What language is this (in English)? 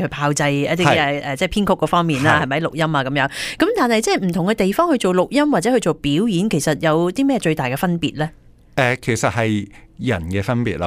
Cantonese